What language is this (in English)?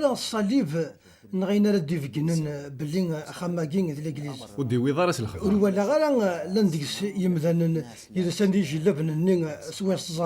Kabyle